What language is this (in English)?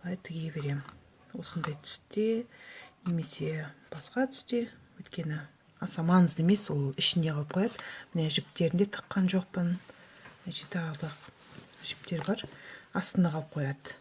Kazakh